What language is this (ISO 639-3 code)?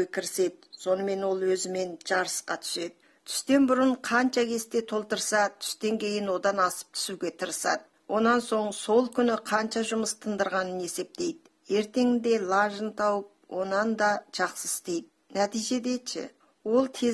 kaz